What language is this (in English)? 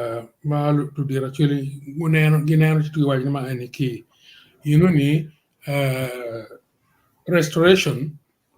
Acoli